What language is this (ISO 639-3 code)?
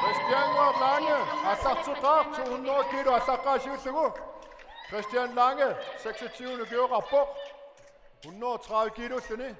kal